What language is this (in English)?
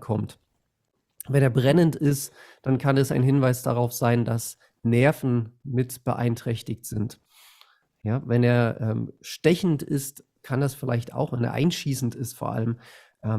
German